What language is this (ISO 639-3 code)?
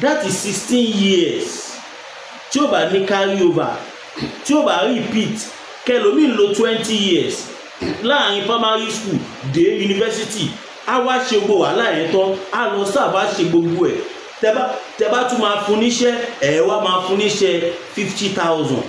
yor